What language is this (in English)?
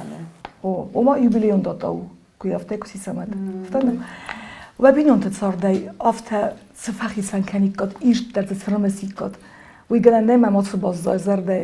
Ossetic